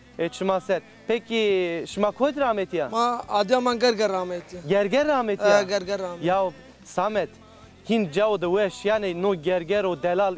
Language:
Zaza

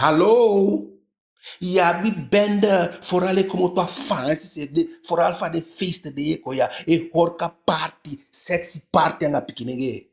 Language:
Eastern Maroon Creole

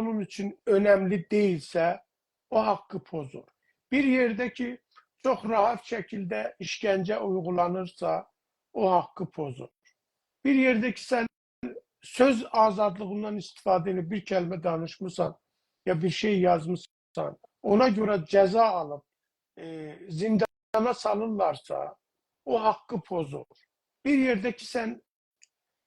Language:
South Azerbaijani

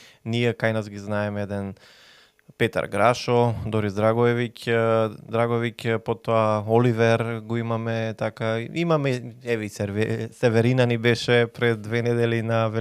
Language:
Macedonian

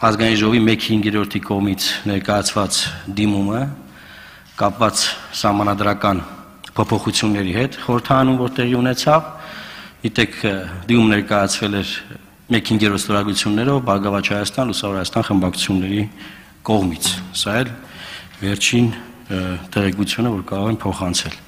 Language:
Armenian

